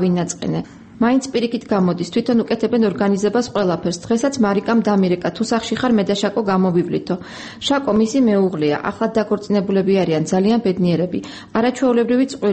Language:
Georgian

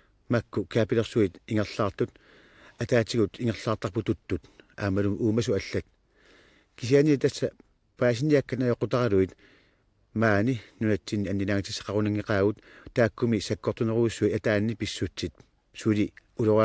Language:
Kalaallisut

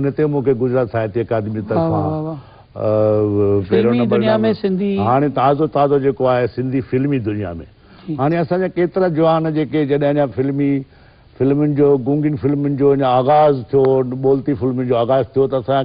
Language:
Sindhi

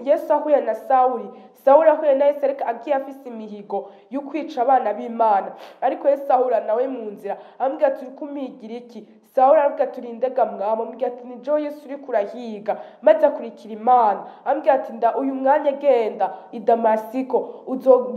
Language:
Rundi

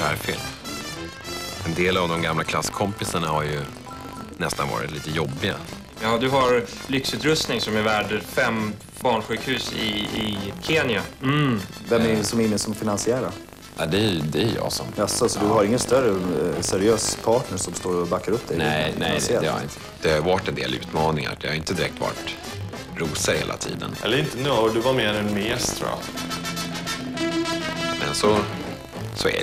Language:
Swedish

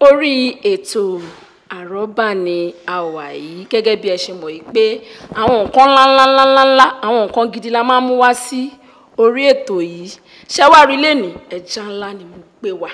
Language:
Yoruba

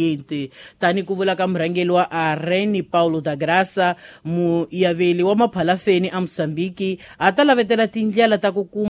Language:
Tsonga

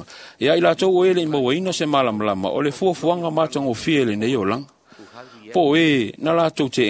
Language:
Samoan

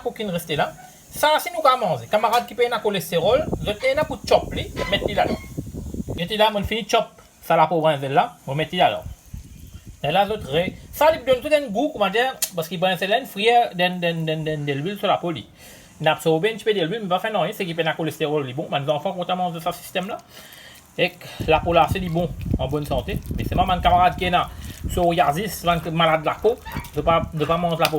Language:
Morisyen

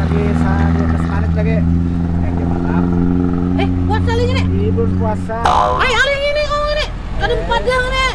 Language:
Banjar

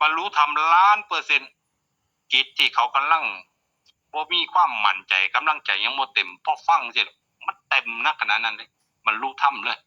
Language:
Northeastern Thai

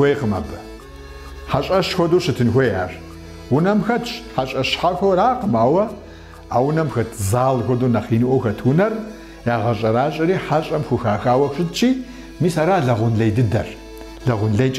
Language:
Kabardian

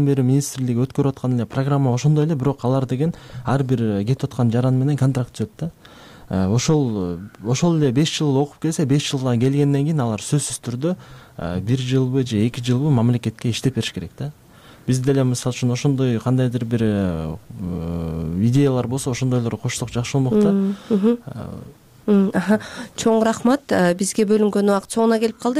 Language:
Kyrgyz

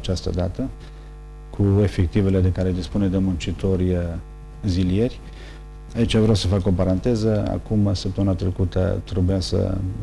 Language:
Romanian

